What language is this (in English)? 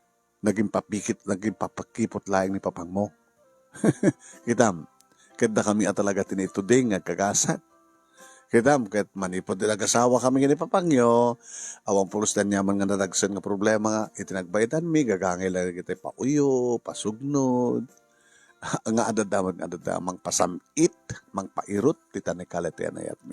Iloko